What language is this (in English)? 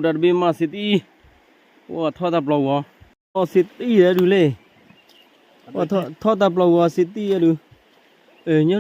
S'gaw Karen